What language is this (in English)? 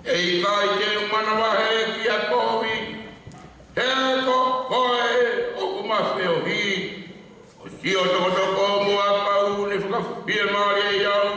Tongan